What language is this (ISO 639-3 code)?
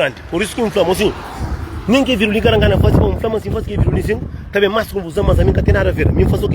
kea